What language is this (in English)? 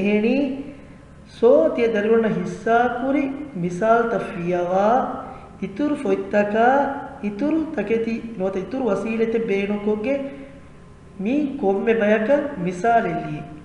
Divehi